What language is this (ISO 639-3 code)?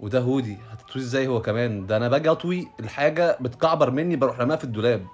arz